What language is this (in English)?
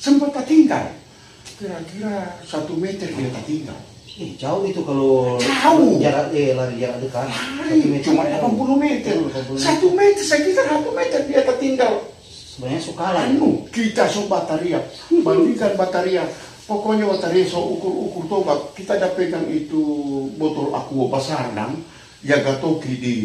Manado Malay